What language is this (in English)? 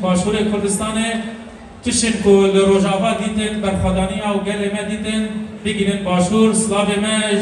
Kurdish